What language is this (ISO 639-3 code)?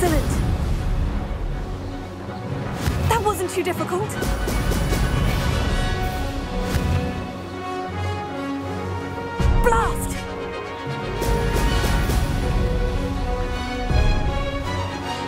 eng